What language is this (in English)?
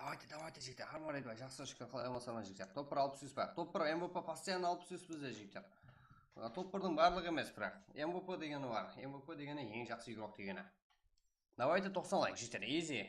Kara-Kalpak